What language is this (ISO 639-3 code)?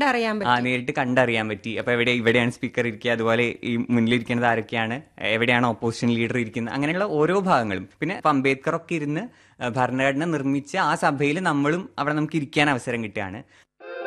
mal